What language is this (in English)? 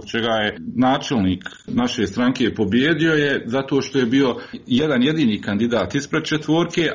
Croatian